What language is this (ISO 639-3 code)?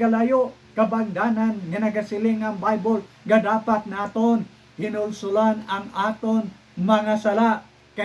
hil